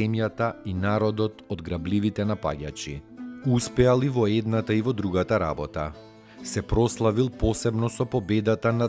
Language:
Macedonian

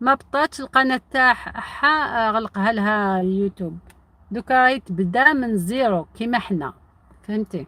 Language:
Algerian Arabic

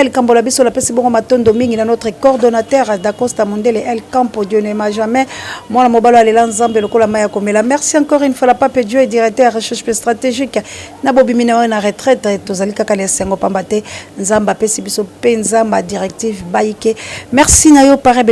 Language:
Lingala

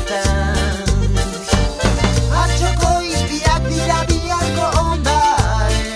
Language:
Basque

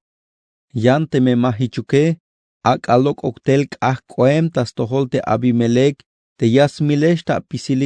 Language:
Tzeltal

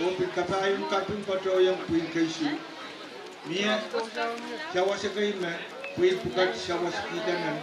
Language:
Pohnpeian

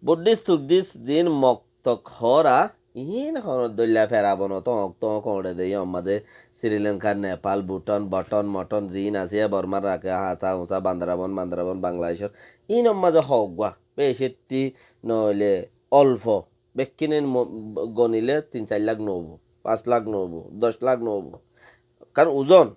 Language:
Rohingya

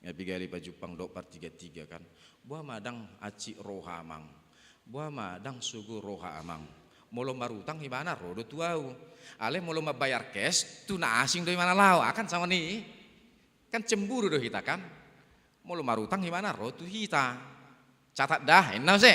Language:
Batak Toba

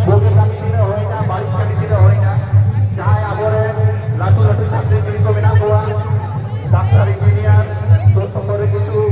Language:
Santali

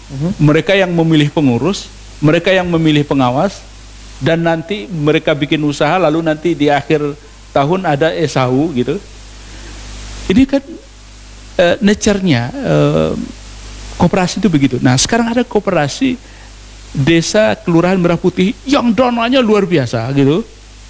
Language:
Indonesian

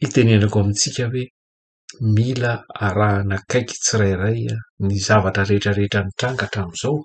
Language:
Malagasy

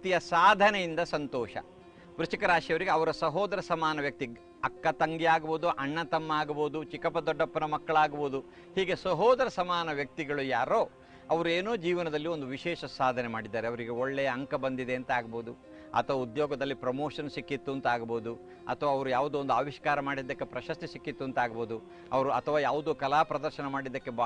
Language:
Kannada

